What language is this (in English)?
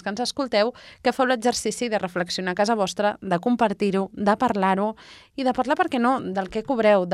Catalan